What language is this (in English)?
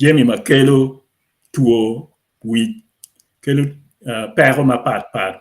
Acoli